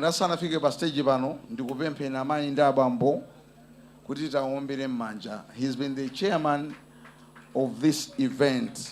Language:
Nyanja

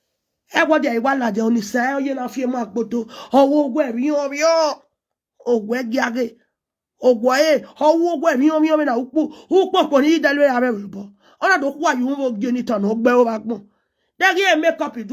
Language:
Nigerian Pidgin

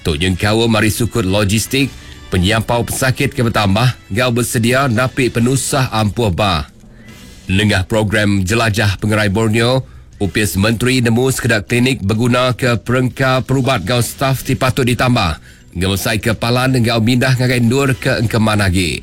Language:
Iban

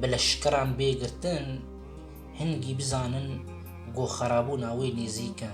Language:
Kurdish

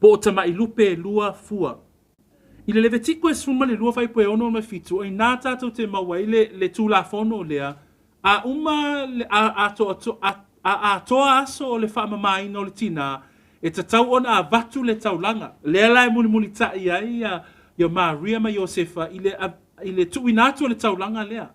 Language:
Samoan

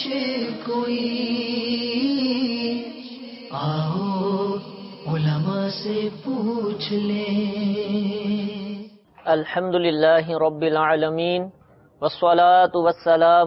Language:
Urdu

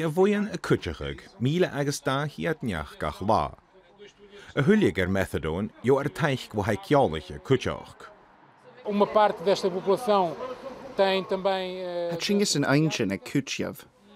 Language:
Scottish Gaelic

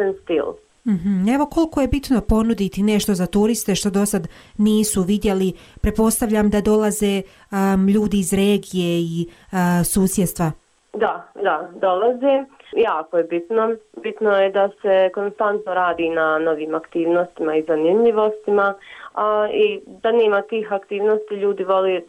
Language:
Croatian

